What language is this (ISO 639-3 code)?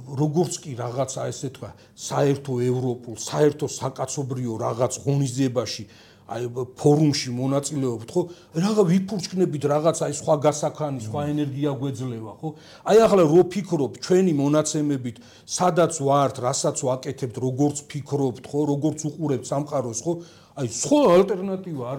kat